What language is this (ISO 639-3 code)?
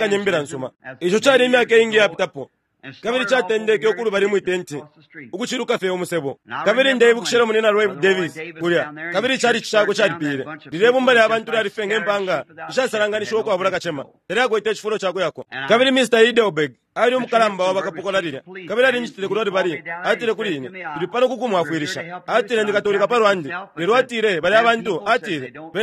bem